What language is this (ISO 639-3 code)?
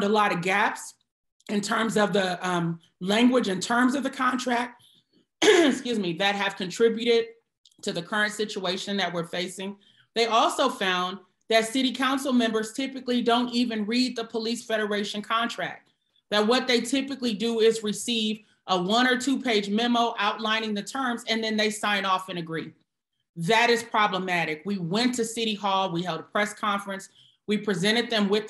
eng